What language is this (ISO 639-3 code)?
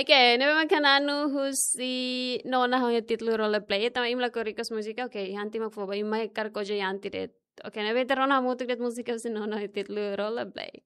tet